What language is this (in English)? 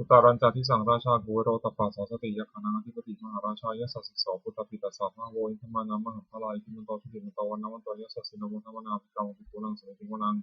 Pali